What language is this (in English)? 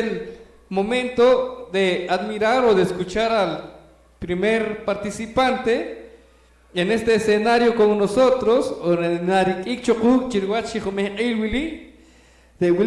Poqomchi'